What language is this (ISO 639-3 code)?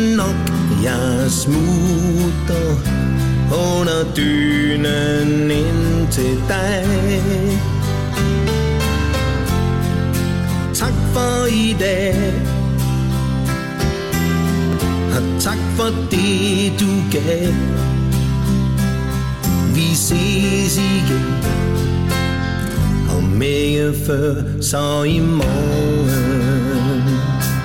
dan